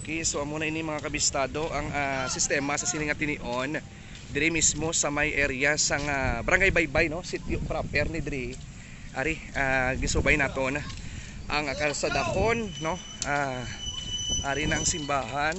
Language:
Hiligaynon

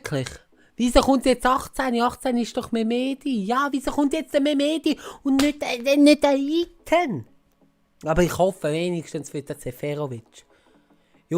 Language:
Swiss German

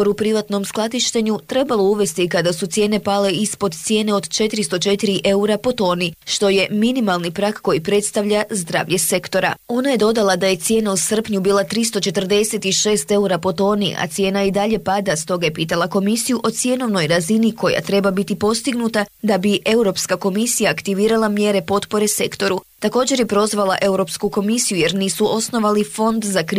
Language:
Croatian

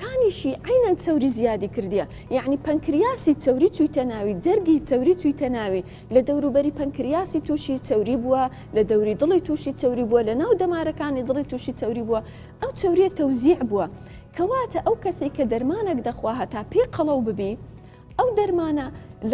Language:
Central Kurdish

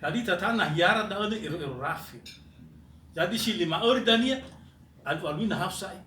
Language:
Nias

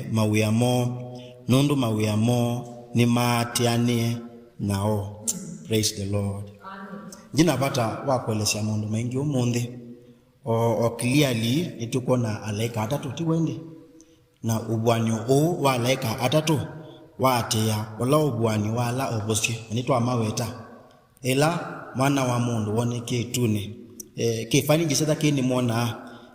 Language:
Kamba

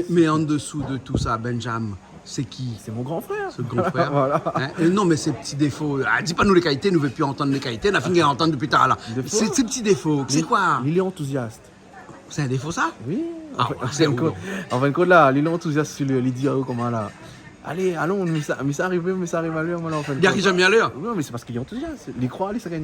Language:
Réunion Creole French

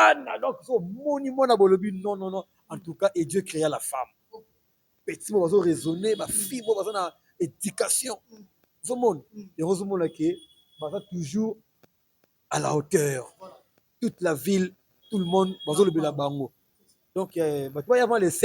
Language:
Lingala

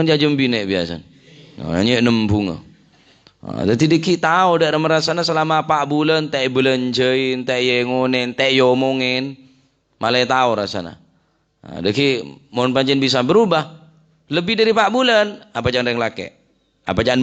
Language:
Madurese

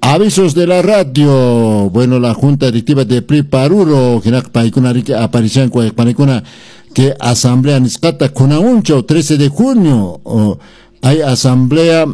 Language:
Quechua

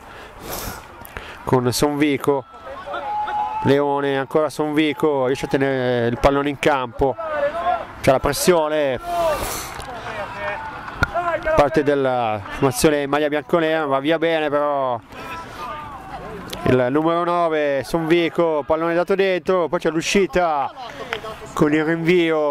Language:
Italian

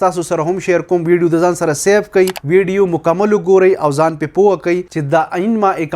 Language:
Pashto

